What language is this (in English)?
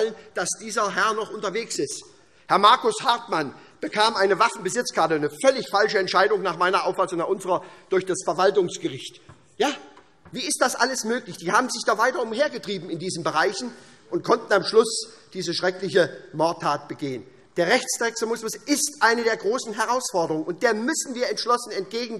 German